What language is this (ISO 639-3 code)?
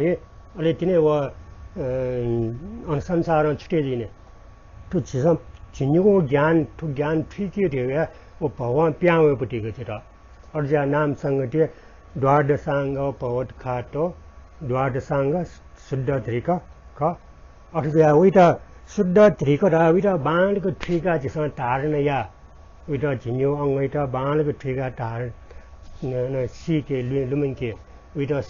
new